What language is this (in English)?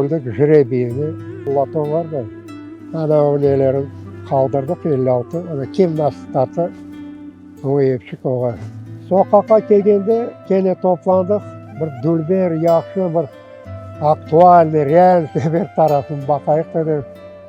Crimean Tatar